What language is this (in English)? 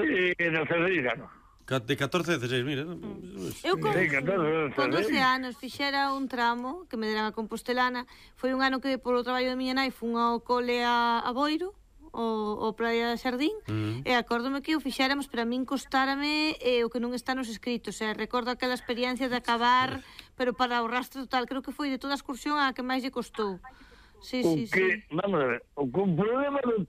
Galician